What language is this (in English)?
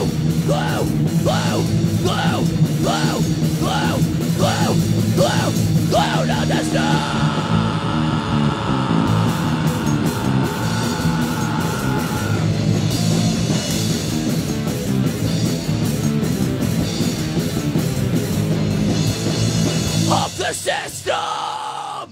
English